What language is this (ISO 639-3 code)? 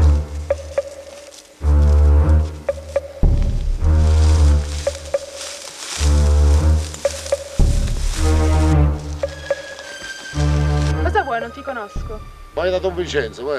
ita